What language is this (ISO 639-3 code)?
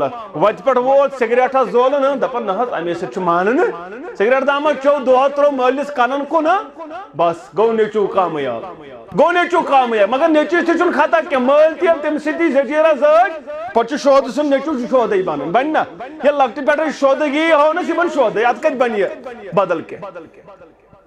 kas